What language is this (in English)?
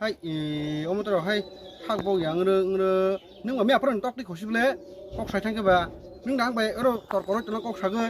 Kok Borok